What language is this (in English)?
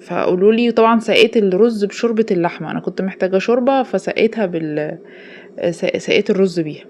Egyptian Arabic